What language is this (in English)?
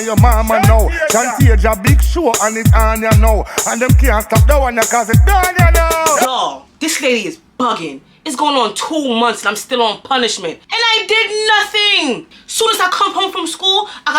Jamaican Creole English